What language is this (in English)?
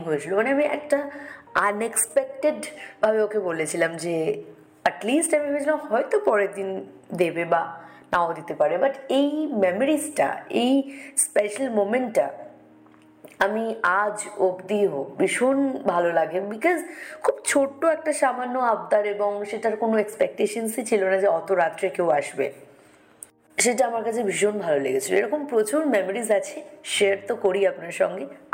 Bangla